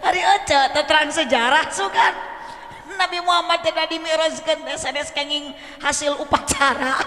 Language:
Sundanese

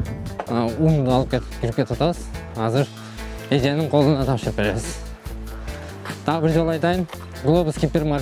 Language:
Kyrgyz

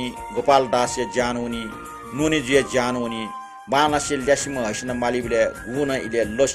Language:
Newari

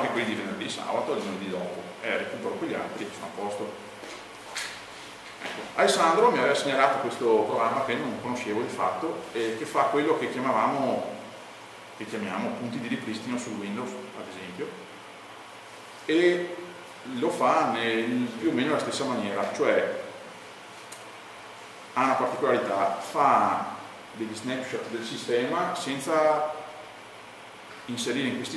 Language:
Italian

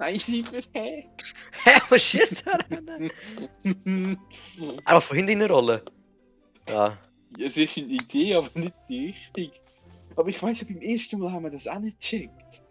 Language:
Swiss German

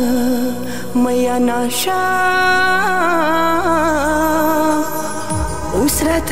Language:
Persian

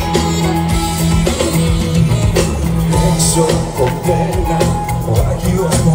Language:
Greek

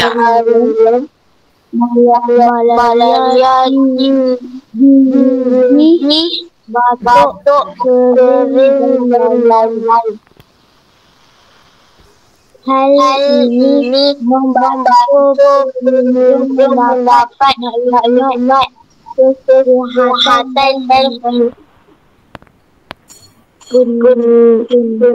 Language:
Malay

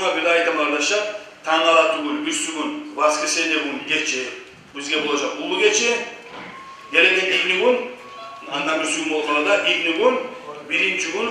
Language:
Kumyk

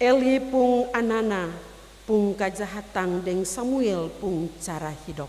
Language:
Ambonese Malay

